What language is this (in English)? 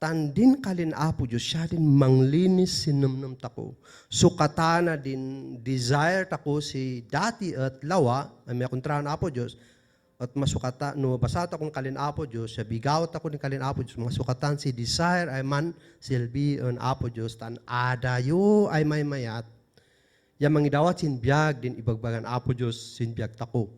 Kankanaey